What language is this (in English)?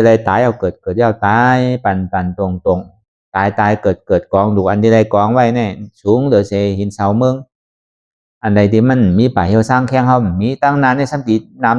Shan